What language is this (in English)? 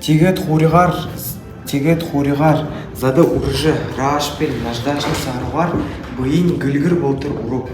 Buriat